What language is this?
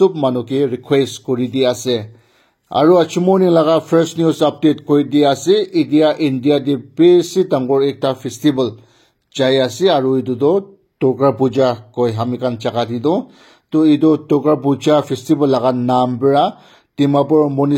Naga Pidgin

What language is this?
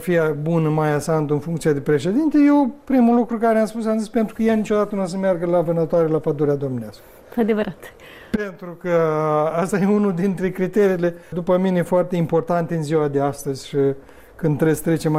Romanian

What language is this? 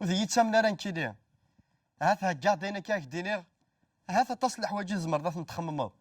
Kabyle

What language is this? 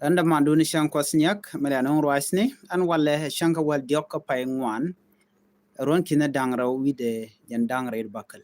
Nuer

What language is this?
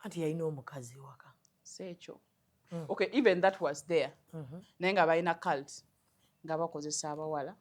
Ganda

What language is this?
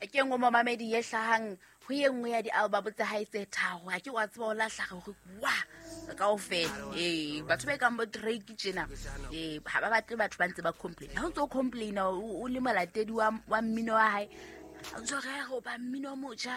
Southern Sotho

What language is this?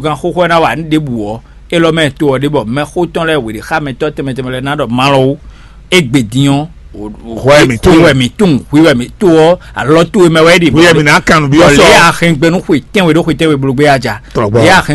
Fon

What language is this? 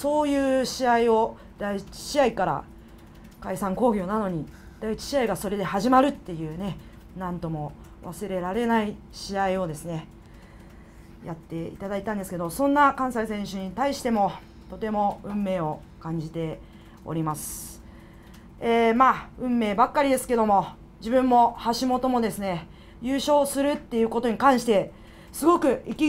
Japanese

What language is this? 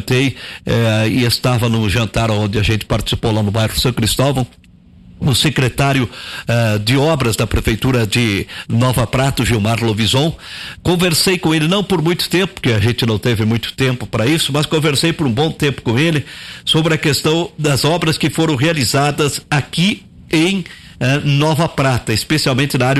Portuguese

